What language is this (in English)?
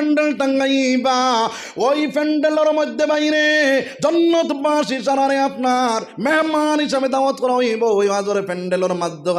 Sylheti